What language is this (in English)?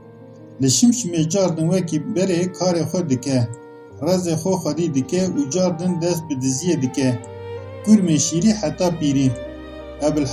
Kurdish